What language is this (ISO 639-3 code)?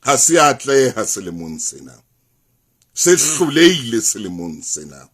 sot